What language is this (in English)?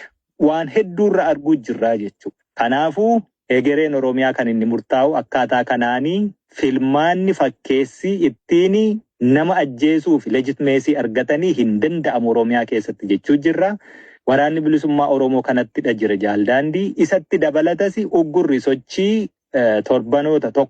Oromo